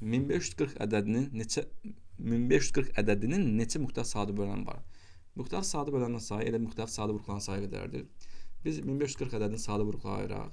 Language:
Azerbaijani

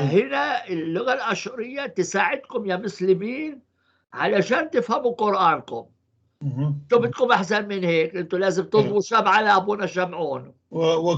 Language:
North Levantine Arabic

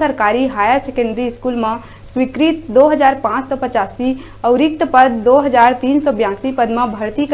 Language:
Chhattisgarhi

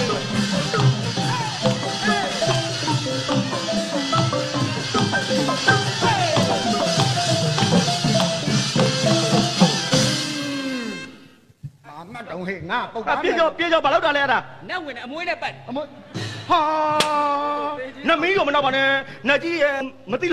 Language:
Burmese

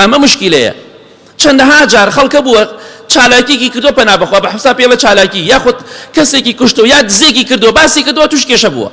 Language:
Central Kurdish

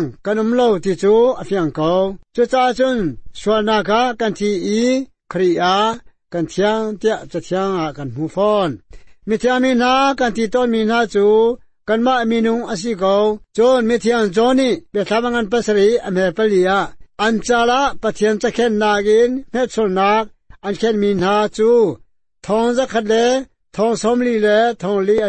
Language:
Hakha Chin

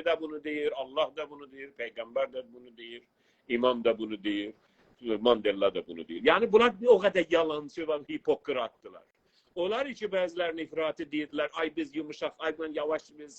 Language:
South Azerbaijani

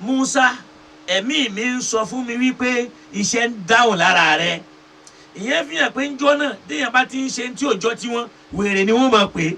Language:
Yoruba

